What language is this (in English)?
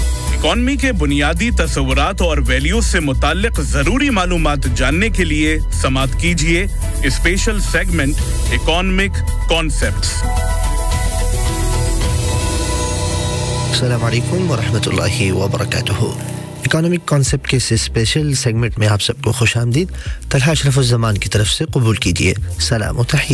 Urdu